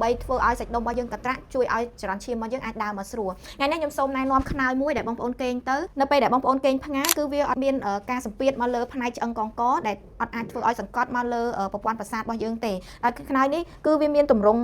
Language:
Khmer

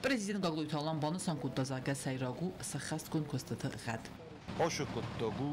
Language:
Ossetic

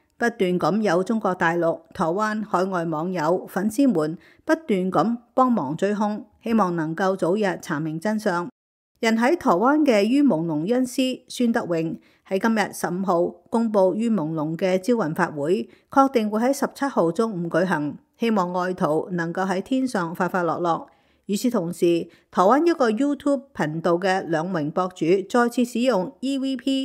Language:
Cantonese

